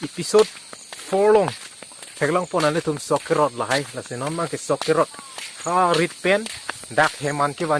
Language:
Karbi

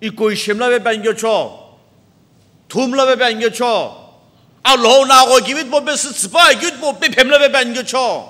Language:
Sumi Naga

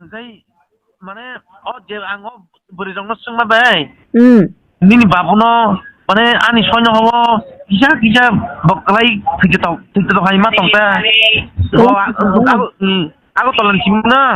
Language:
Kok Borok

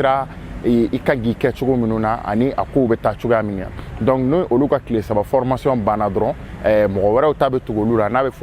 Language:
Bambara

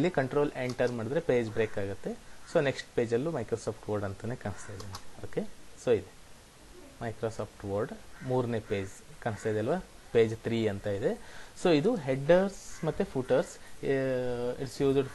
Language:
Kannada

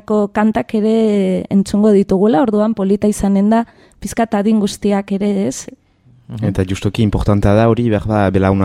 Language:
Basque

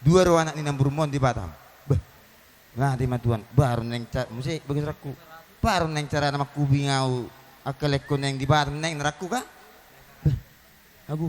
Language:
Batak Toba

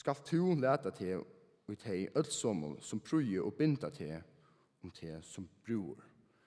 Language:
Faroese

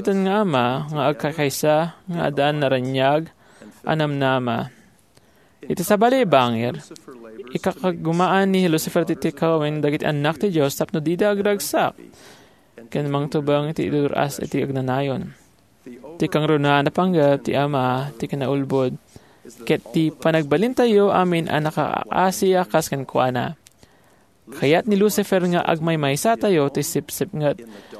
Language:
Iloko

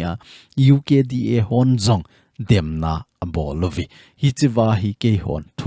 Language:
Thado Chin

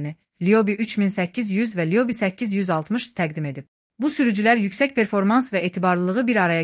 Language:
Azerbaijani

